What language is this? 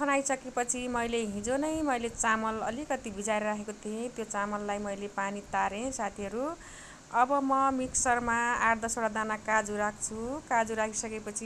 Nepali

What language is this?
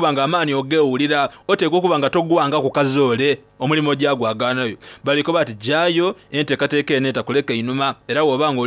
Soga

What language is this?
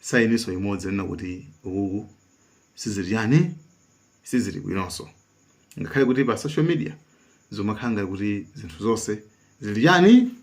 Nyanja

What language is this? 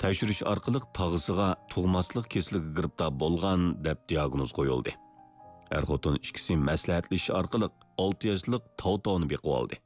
Uyghur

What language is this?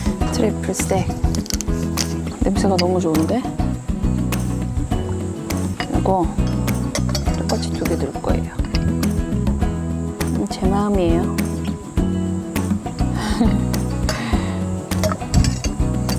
Korean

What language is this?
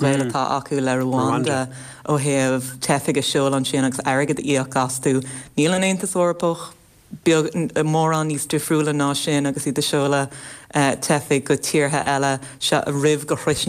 Irish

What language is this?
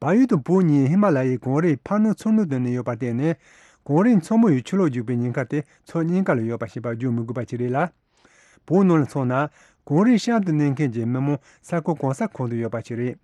Tibetan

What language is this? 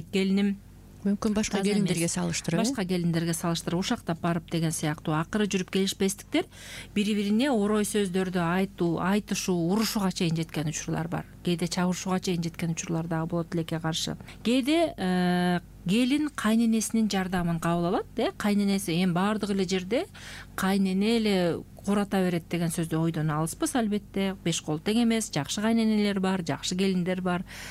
Kyrgyz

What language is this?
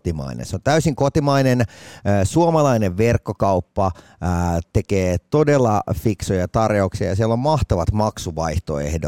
Finnish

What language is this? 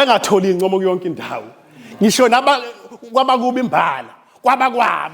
Zulu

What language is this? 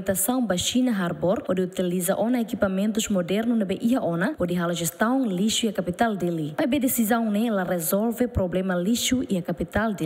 Tetum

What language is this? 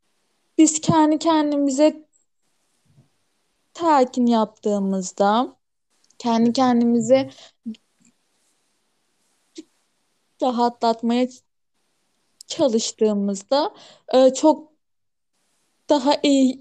Turkish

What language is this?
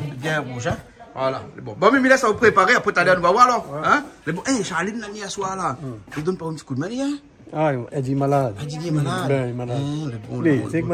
Réunion Creole French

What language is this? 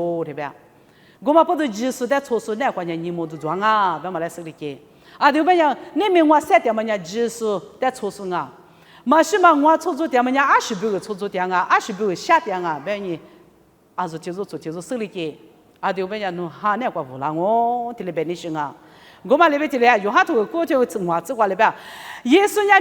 Lisu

